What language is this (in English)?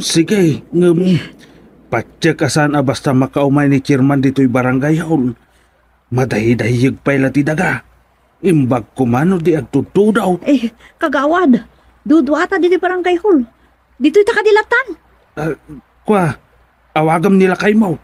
Iloko